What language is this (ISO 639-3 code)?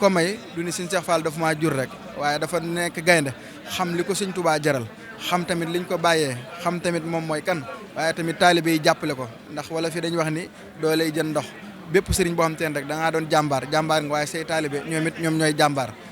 wol